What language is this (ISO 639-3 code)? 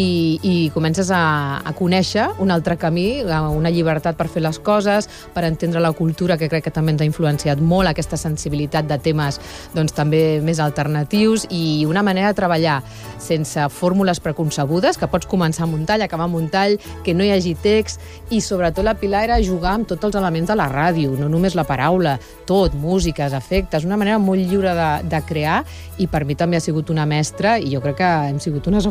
cat